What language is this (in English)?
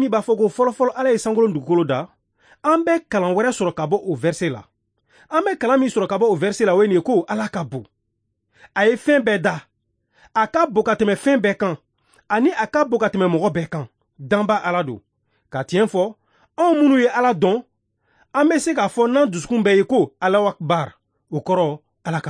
Bambara